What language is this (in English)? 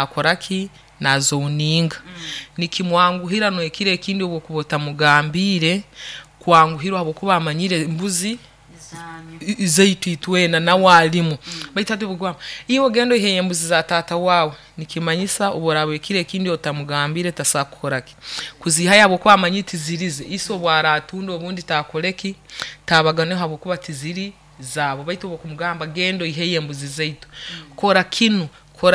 Nyoro